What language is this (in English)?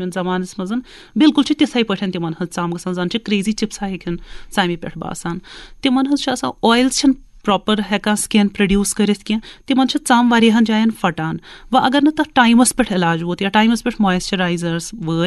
Kashmiri